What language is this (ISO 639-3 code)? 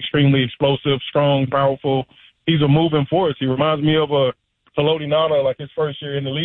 eng